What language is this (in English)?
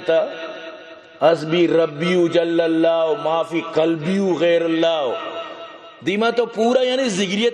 Baluchi